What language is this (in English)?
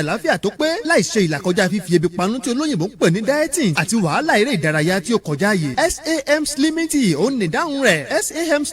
Yoruba